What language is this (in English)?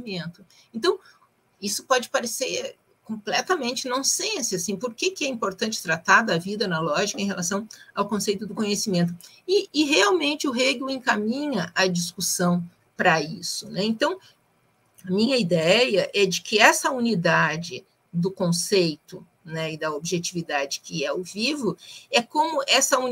Portuguese